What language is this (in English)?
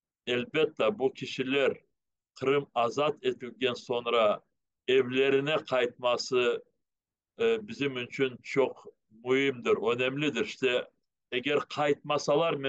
Crimean Tatar